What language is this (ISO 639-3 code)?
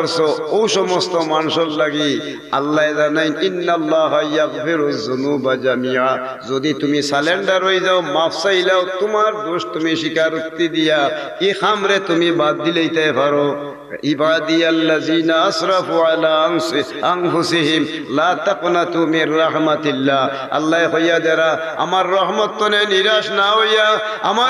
syl